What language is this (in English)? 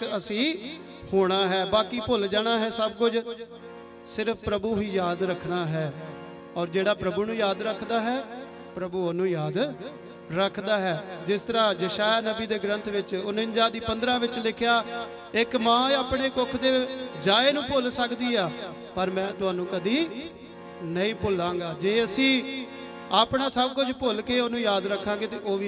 Punjabi